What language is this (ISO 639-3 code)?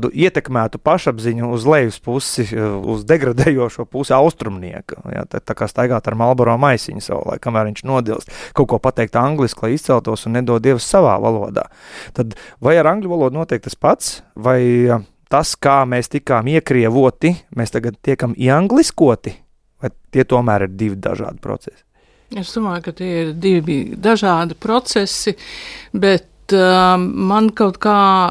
lav